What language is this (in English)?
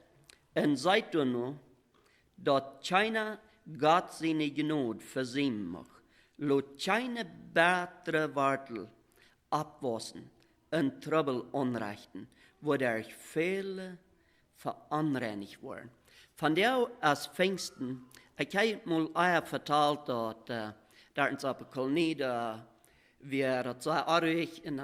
Plautdietsch